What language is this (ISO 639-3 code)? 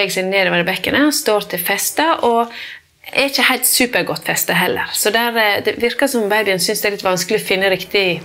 nor